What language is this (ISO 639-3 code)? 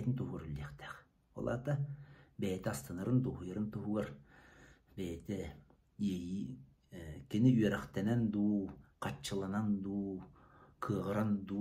sah